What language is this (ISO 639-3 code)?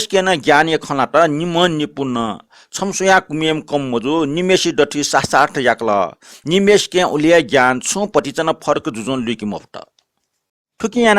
new